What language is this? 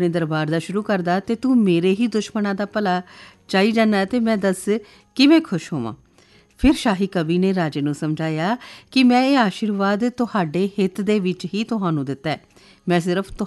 Punjabi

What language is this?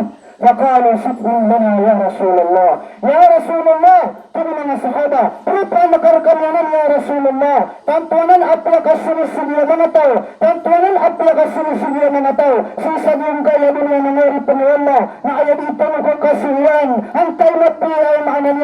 Maranao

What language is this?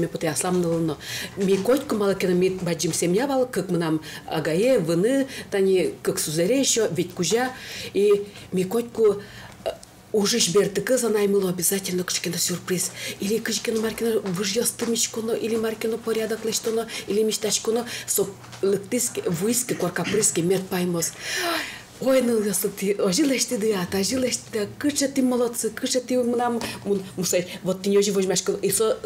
Udmurt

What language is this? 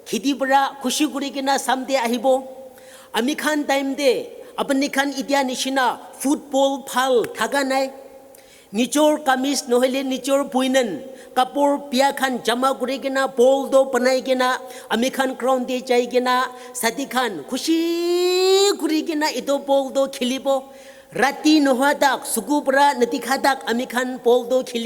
Naga Pidgin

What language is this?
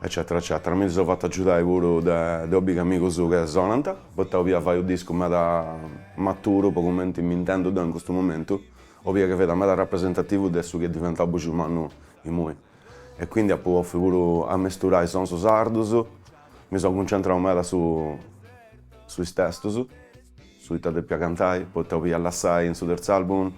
Sardinian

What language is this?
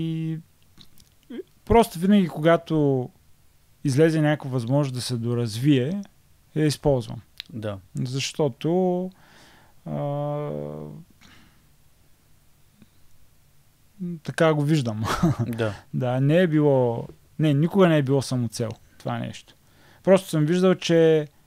Bulgarian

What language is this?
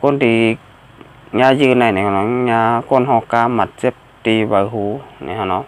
Shan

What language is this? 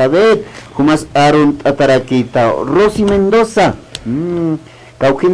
Aymara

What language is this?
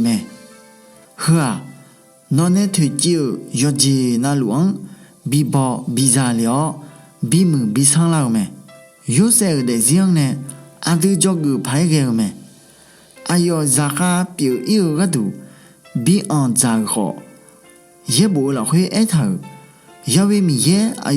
Akha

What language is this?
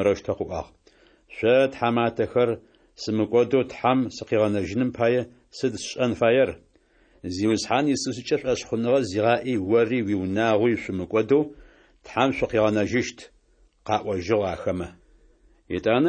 Adyghe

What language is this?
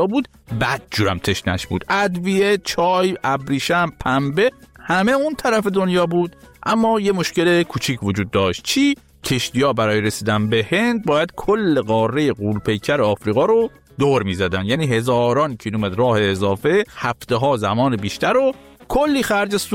Persian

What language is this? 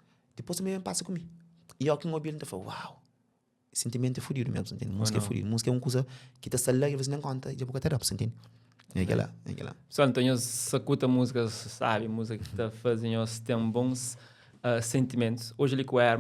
Kabuverdianu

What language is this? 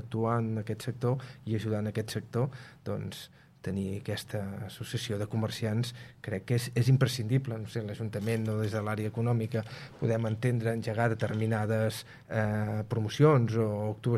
Catalan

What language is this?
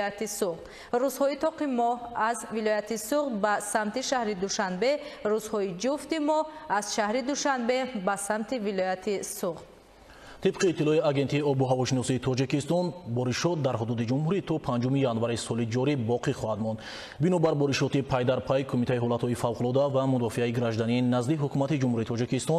Tajik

